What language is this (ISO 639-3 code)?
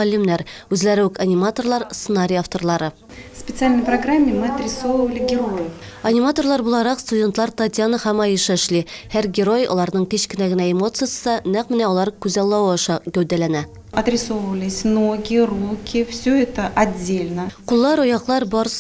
tat